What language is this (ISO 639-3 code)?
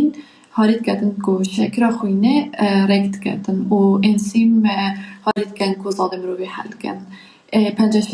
kur